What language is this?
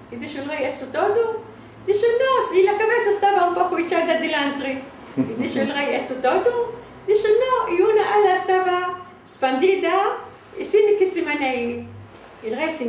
Ladino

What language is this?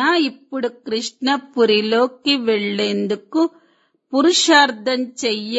Telugu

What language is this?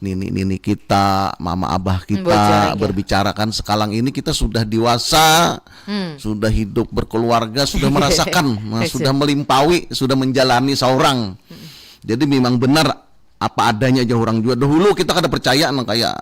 Banjar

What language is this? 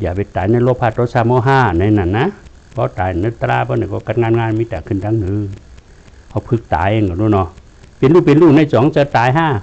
Shan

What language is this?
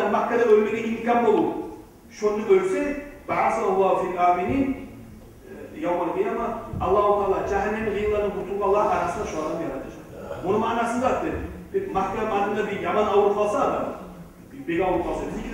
Kumyk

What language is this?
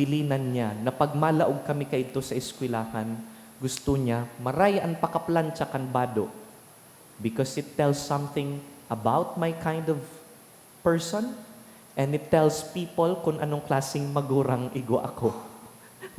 Bikol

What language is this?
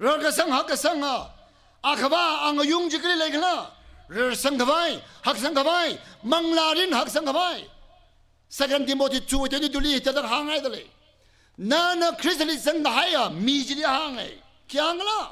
Tangkhul Naga (India)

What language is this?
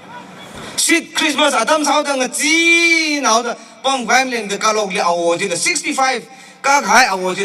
Tangkhul Naga (India)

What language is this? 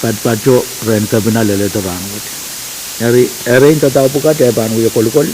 Pohnpeian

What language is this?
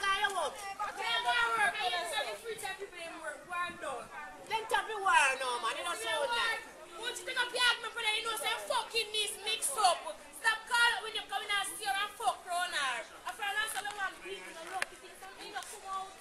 Jamaican Creole English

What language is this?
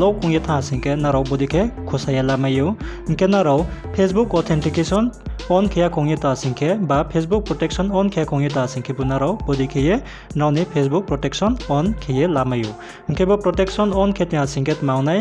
Riang (India)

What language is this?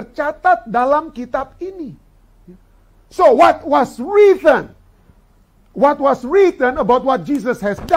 Indonesian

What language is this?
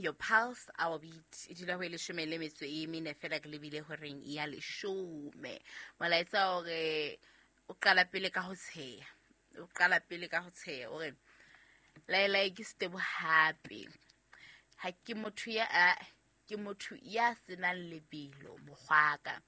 Southern Sotho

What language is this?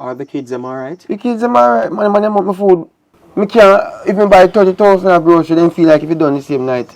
Jamaican Creole English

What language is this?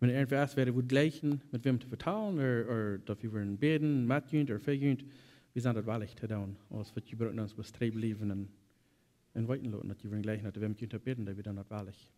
Plautdietsch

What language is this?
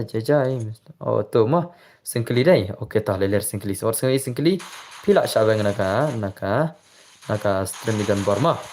Khasi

